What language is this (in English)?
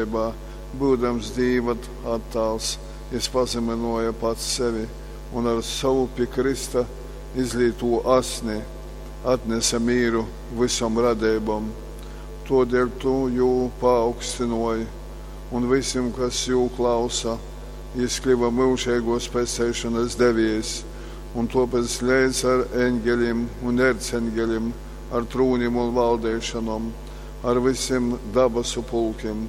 Latgalian